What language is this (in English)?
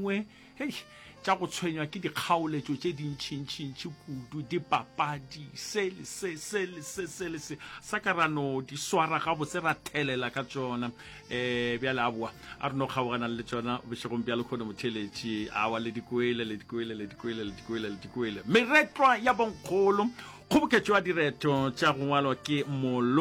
Northern Sotho